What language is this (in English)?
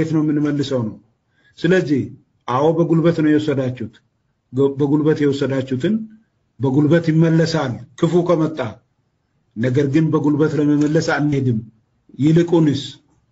Amharic